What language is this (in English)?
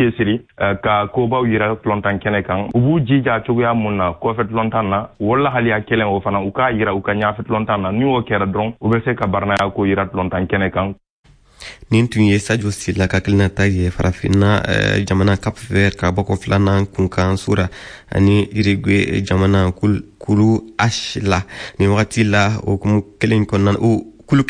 Bambara